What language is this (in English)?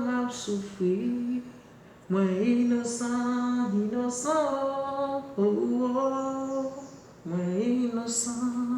Haitian Creole